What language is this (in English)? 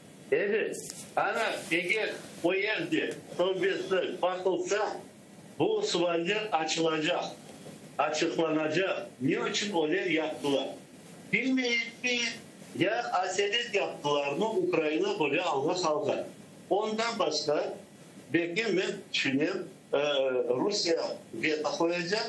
Crimean Tatar